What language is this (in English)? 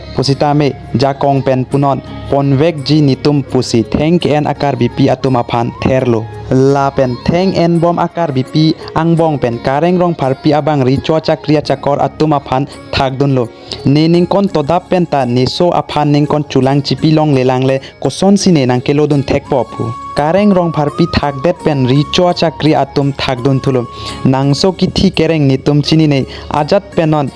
Karbi